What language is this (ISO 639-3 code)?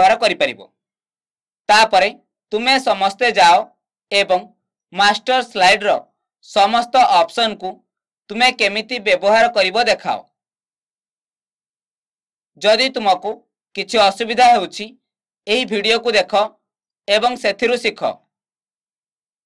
ori